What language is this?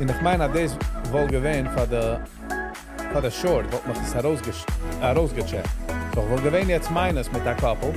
Yiddish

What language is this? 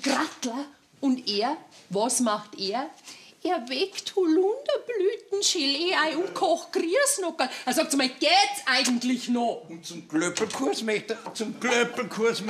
Bavarian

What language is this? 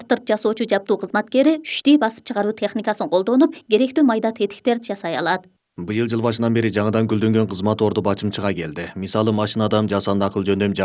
Kyrgyz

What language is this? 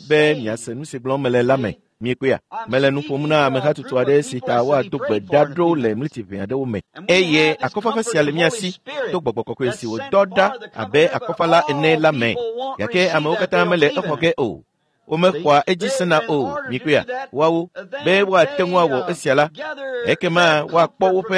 Ewe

